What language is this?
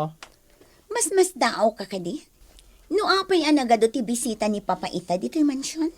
Iloko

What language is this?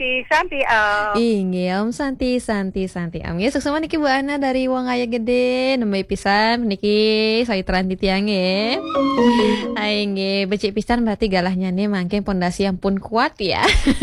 Balinese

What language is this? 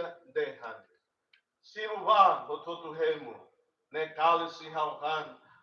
Tetum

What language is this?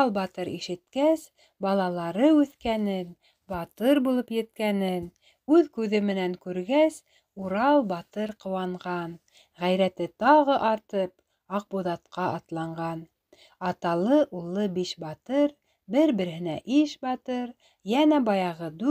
Bashkir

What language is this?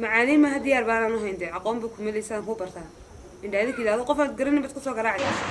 Somali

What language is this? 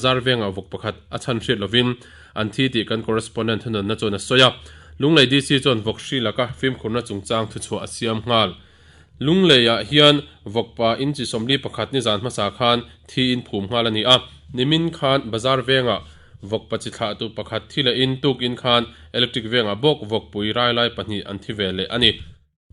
Mizo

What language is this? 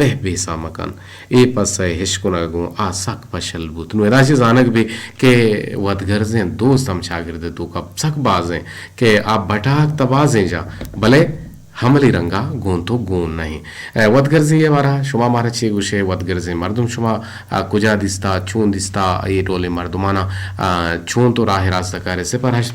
Eastern Balochi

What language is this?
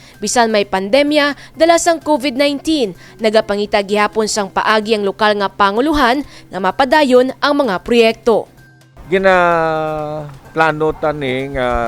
Hiligaynon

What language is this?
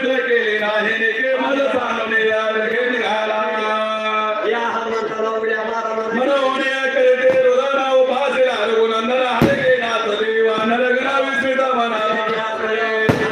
Marathi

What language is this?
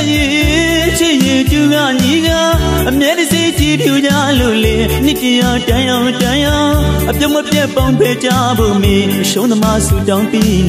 Burmese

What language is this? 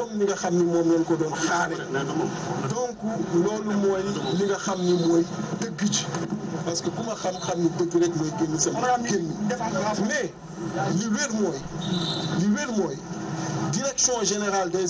Wolof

